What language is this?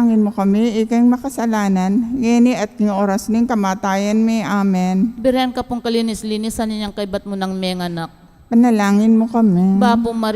Pampanga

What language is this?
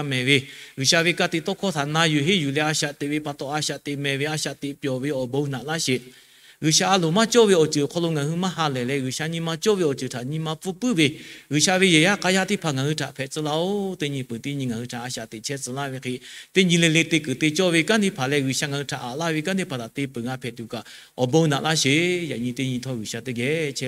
Lahu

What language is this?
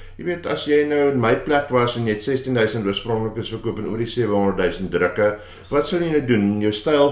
Afrikaans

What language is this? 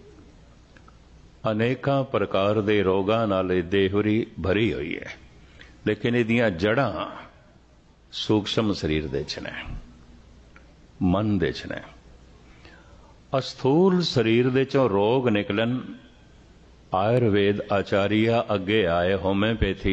Punjabi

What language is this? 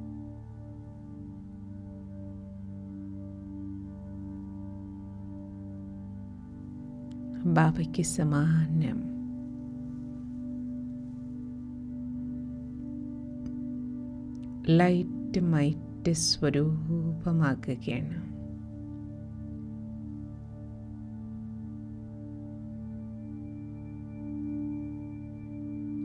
Malayalam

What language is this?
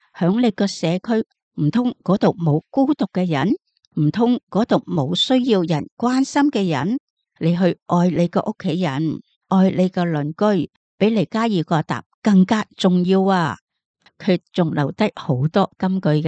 Cantonese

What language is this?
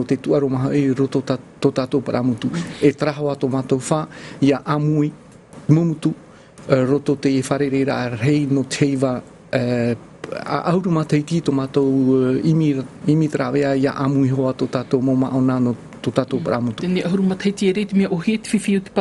Tahitian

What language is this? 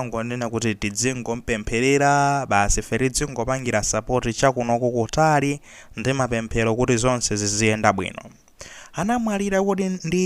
Nyanja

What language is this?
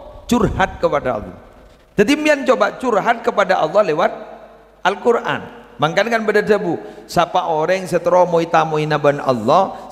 Madurese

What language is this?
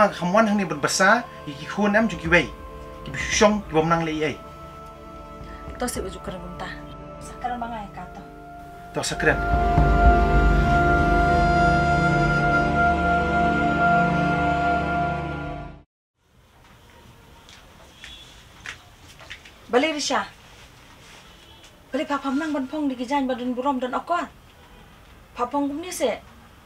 Malay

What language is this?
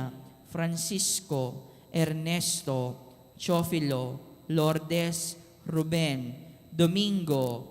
Pampanga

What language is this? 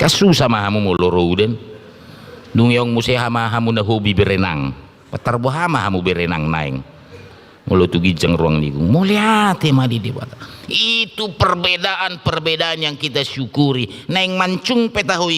Batak Toba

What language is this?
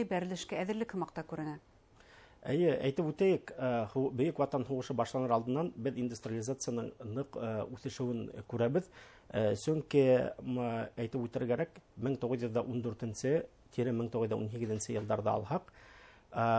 Bashkir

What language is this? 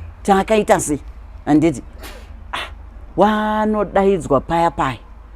Shona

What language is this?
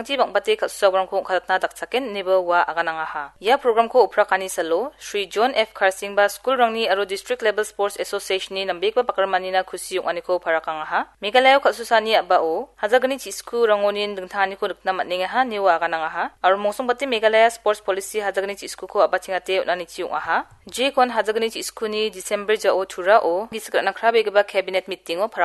Garo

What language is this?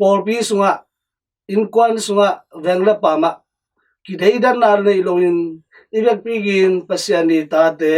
Tedim Chin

